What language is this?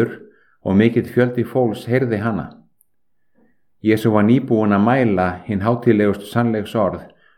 Icelandic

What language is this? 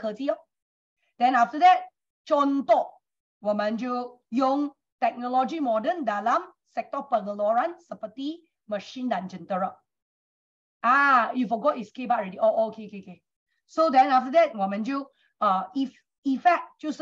Chinese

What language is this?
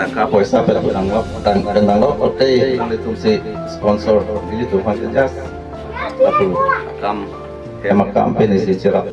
Karbi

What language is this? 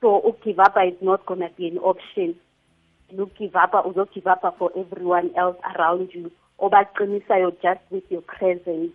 South Ndebele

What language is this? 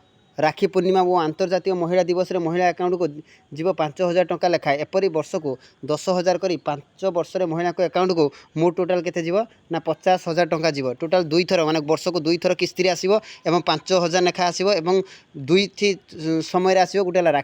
Odia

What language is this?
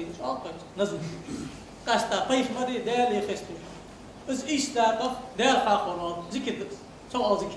Ingush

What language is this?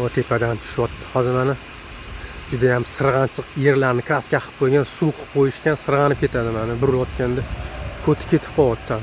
Uzbek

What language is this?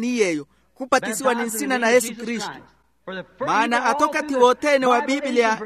Makhuwa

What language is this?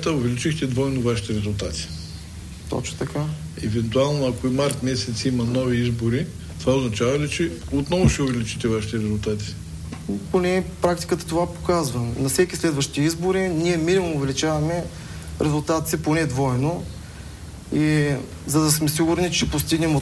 Bulgarian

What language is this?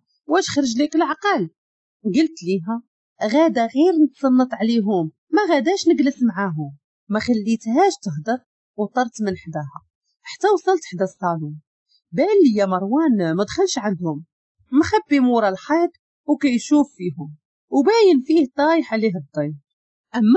Moroccan Arabic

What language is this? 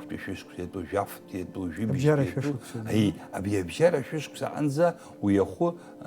Abkhazian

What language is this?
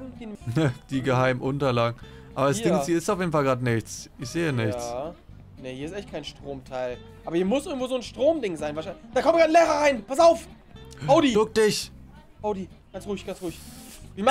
German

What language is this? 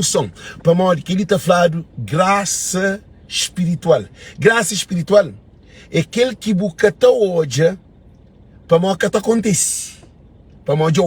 Kabuverdianu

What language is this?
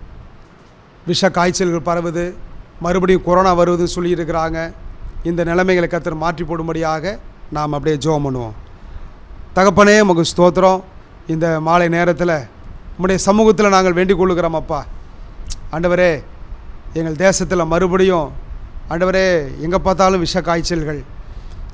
Tamil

